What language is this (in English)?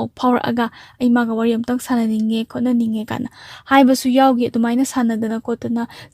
Manipuri